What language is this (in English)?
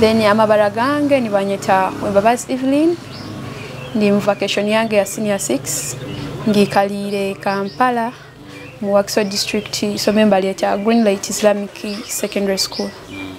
Nyoro